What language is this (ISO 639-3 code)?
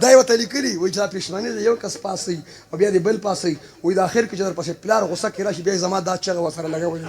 pus